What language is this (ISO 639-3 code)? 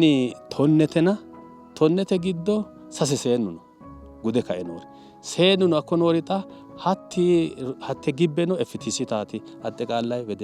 sid